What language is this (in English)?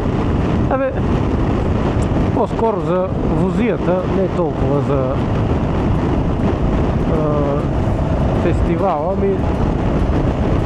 Bulgarian